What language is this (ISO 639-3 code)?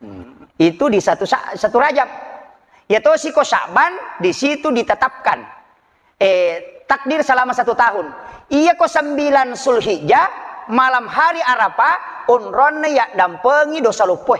bug